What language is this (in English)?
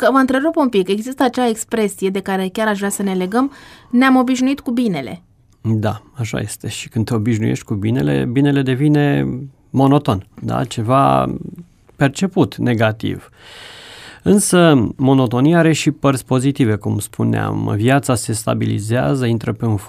Romanian